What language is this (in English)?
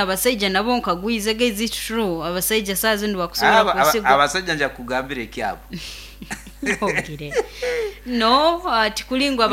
Nyoro